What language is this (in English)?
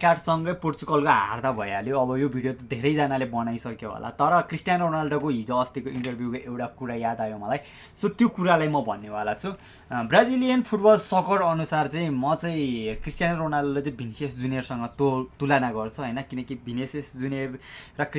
Nepali